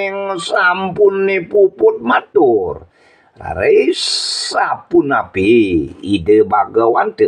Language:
Balinese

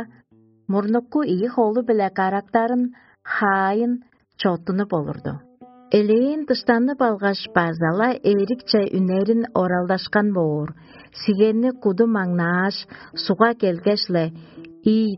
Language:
Tuvinian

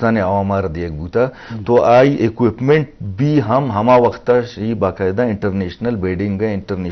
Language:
Eastern Balochi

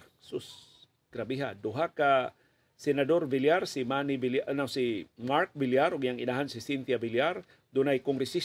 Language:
Cebuano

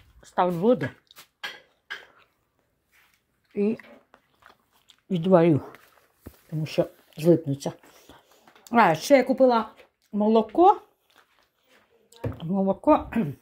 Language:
Ukrainian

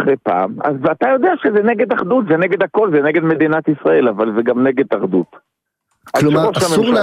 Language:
Hebrew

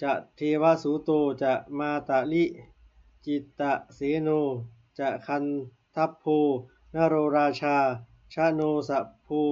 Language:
Pali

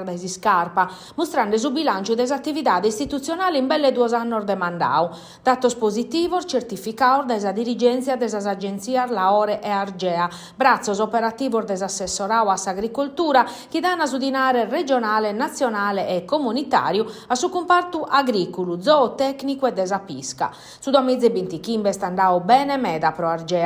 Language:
Sardinian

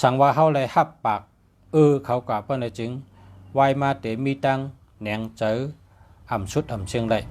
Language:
Shan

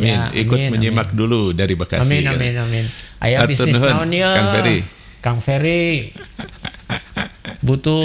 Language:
Indonesian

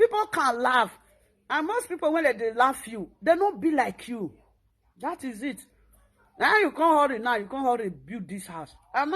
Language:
Nigerian Pidgin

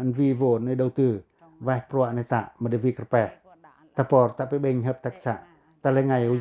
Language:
Pacoh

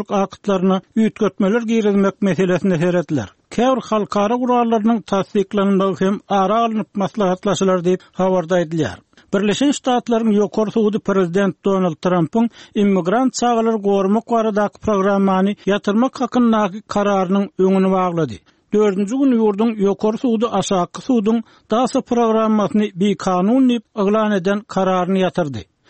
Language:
Turkmen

